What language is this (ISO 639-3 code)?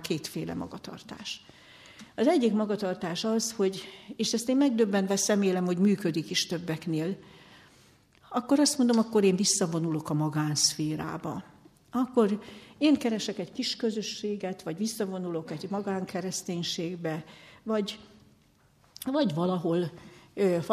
hun